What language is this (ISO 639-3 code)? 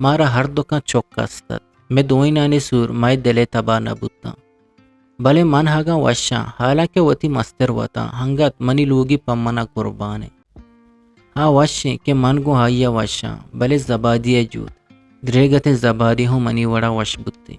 bgp